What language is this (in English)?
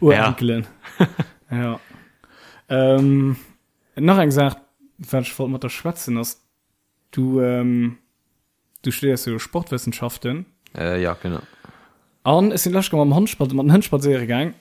Luxembourgish